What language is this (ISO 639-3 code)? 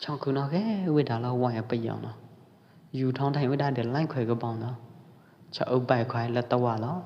kjp